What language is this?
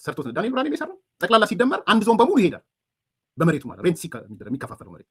Amharic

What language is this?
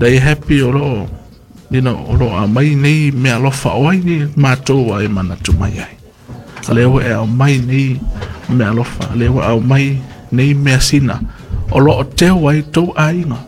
Samoan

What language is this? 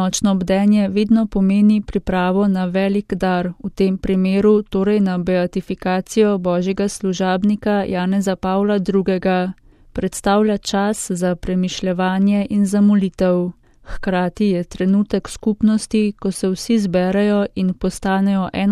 Slovenian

